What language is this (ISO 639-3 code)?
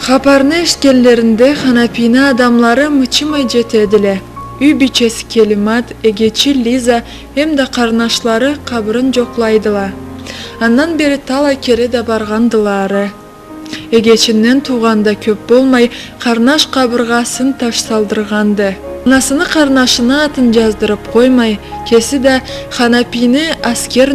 krc